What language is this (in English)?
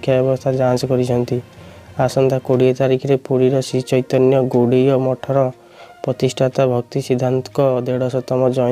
Odia